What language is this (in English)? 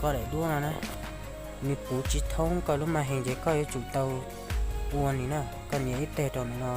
Hmong